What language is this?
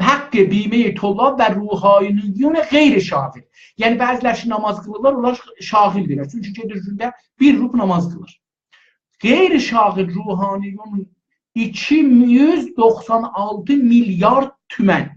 South Azerbaijani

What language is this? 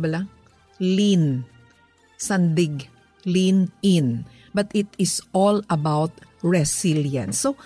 Hiligaynon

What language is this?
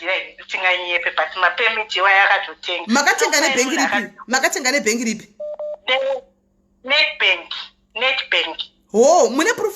Shona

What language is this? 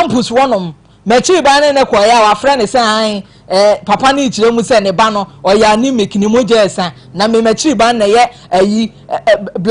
Akan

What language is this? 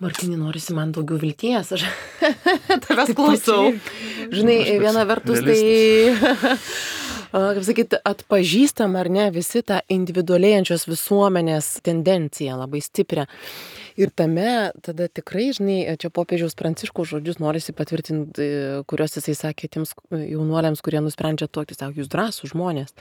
Lithuanian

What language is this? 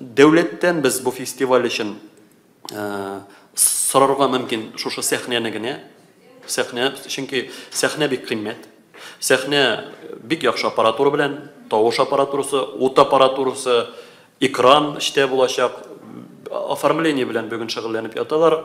Tatar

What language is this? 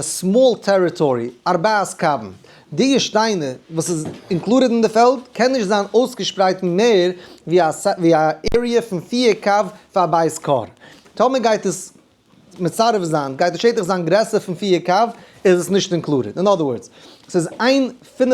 Yiddish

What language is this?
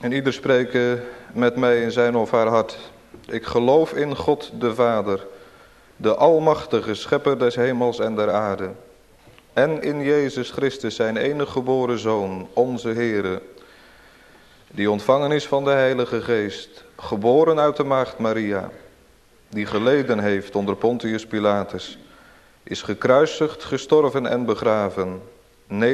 Dutch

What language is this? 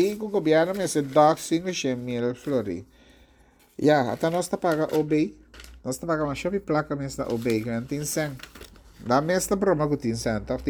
Papiamento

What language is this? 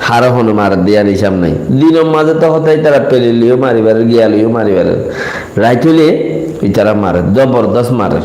Rohingya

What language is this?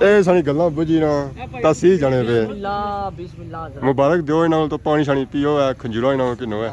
Pahari-Potwari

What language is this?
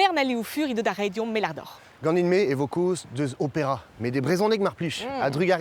Breton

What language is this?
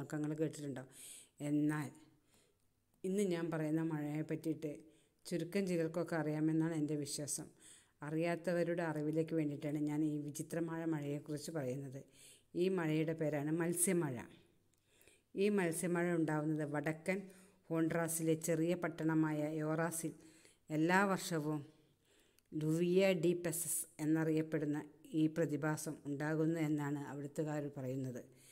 Malayalam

